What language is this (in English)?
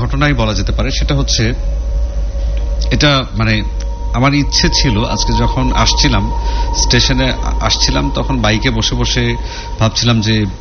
Bangla